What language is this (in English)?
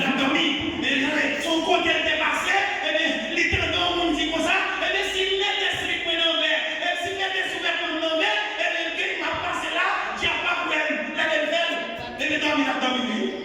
Haitian Creole